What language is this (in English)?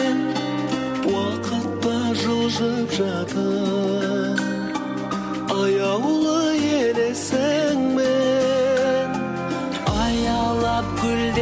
Kazakh